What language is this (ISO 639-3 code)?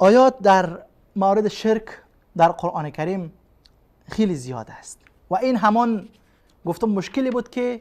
fas